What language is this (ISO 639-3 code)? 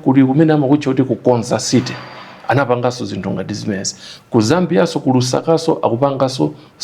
nya